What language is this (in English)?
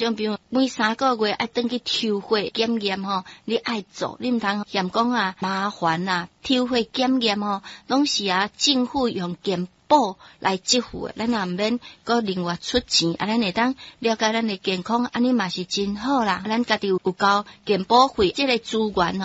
Min Nan Chinese